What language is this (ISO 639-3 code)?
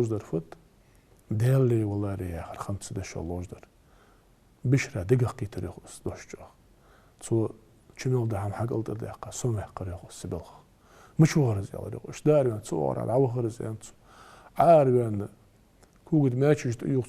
inh